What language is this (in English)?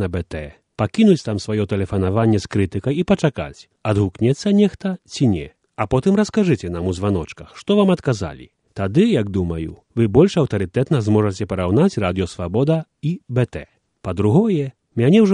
Belarusian